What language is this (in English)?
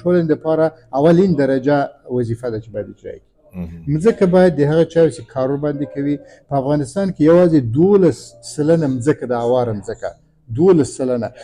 Pashto